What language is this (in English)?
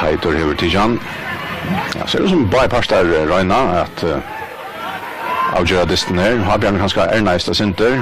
Faroese